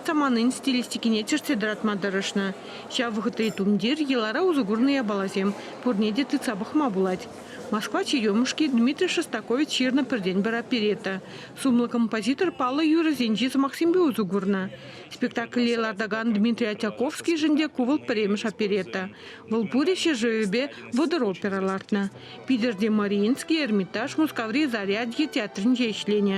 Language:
Chuvash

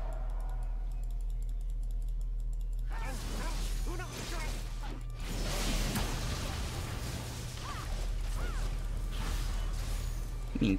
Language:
Italian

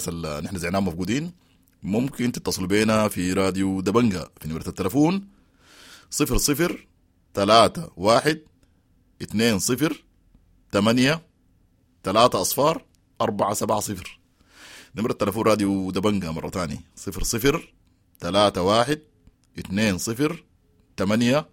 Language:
Sudanese Arabic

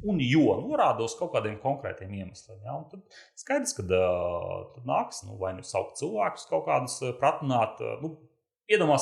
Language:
Latvian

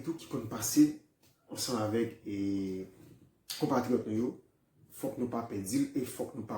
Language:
Haitian Creole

